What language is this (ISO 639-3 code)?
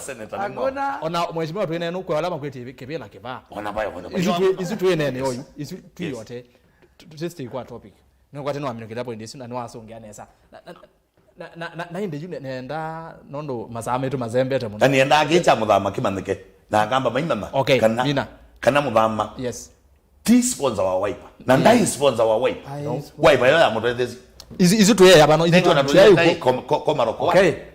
kam